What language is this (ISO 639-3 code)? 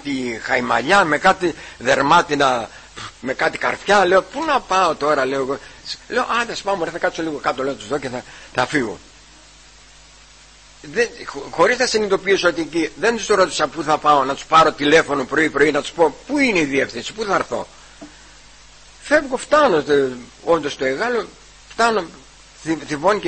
ell